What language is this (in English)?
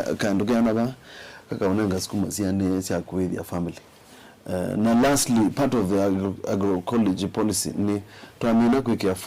Kamba